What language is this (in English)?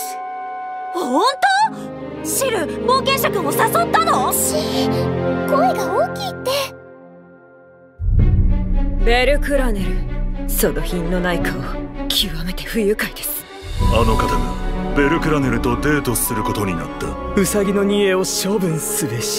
Japanese